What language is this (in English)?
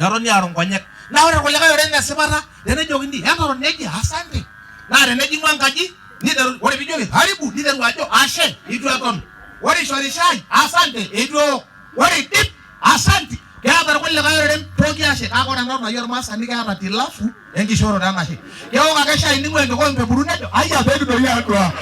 Masai